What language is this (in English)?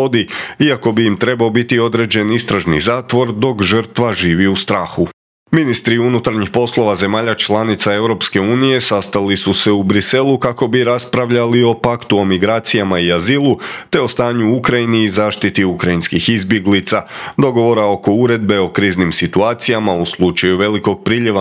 Croatian